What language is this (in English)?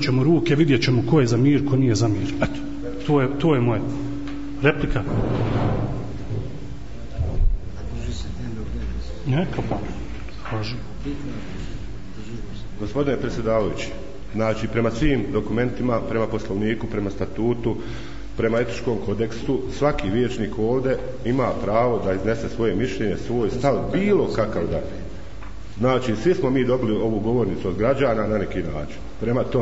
Bosnian